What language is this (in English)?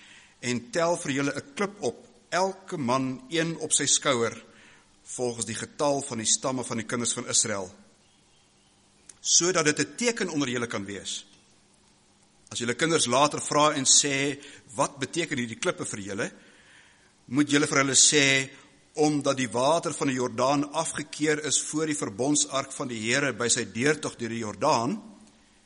Afrikaans